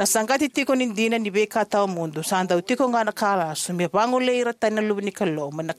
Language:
Fijian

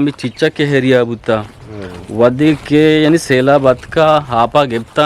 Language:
Eastern Balochi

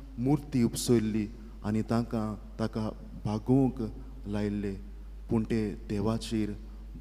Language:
Konkani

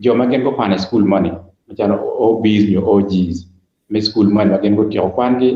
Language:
Acoli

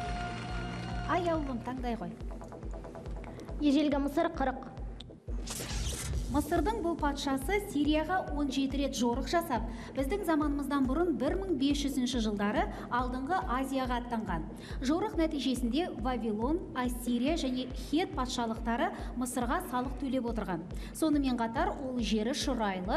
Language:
Kazakh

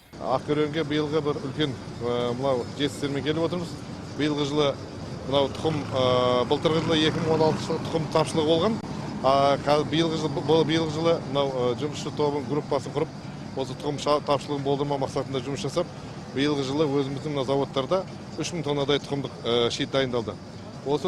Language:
Kazakh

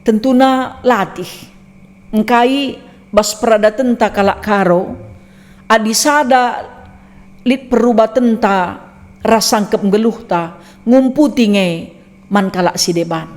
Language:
Batak Karo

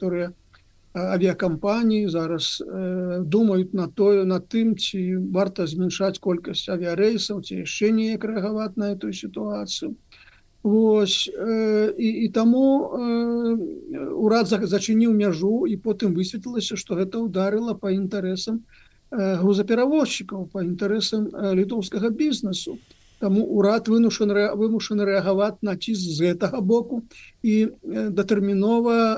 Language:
Belarusian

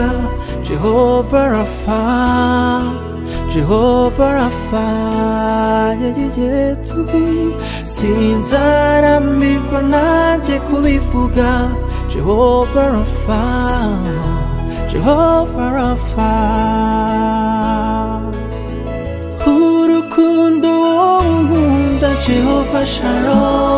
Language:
Kinyarwanda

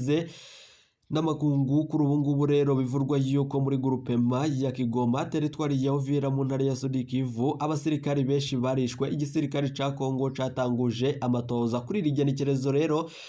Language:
Rundi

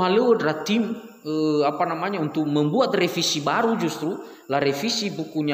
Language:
Nias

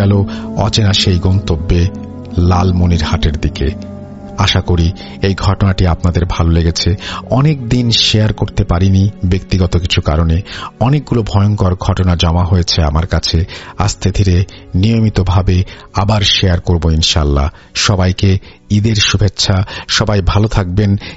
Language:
Bangla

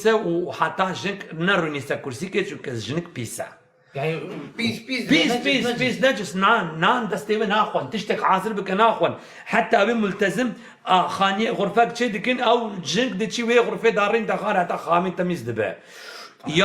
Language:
Kurdish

